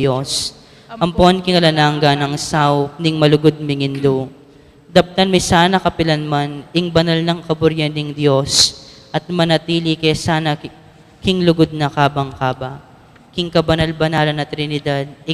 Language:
Pampanga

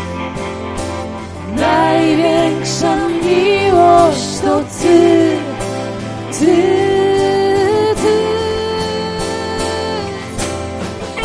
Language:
Polish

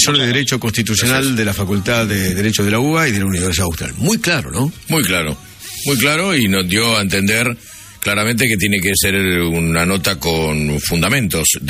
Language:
Spanish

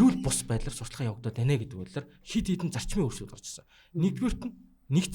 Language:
Mongolian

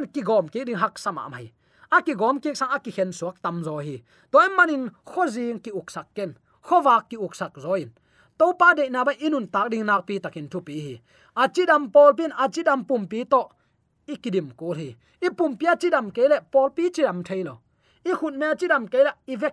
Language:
Tedim Chin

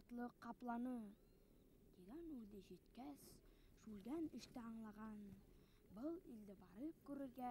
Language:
Bashkir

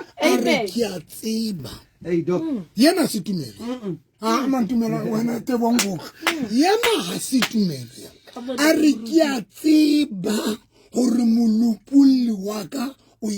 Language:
Southern Sotho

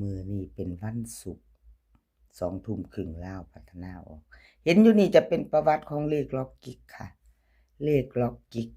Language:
Northeastern Thai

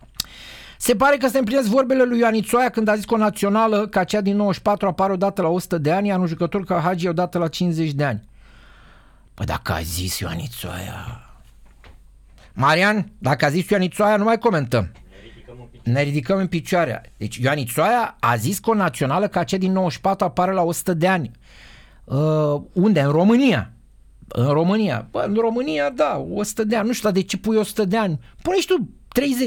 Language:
Romanian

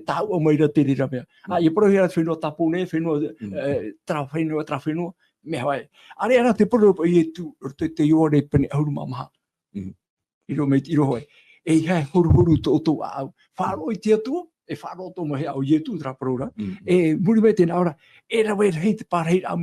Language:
Tahitian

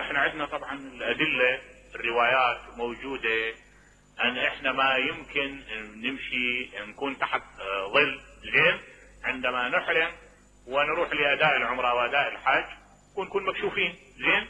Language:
Mesopotamian Arabic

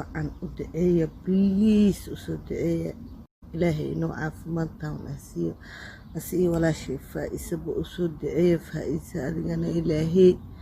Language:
Somali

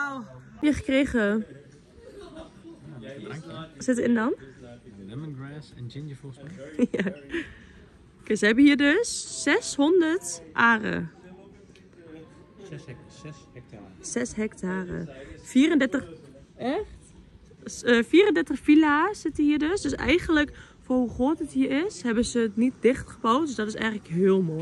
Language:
Dutch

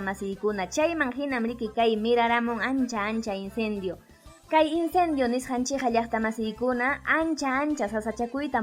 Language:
Ayacucho Quechua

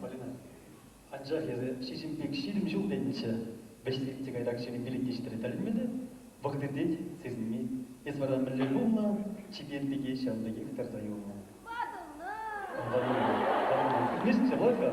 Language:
Chuvash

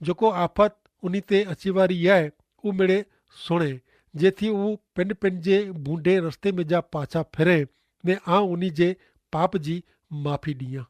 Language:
Kachhi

